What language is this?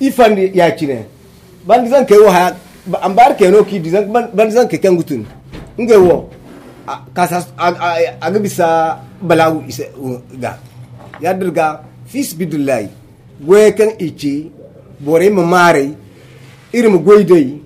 Zarma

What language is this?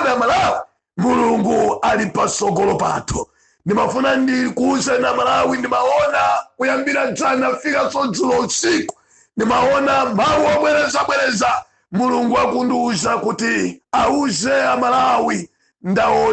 Nyanja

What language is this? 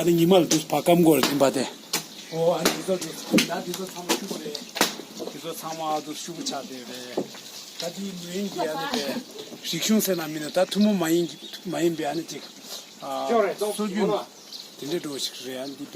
Tibetan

